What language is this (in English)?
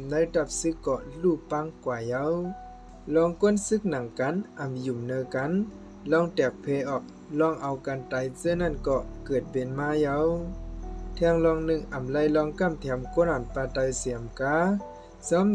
Shan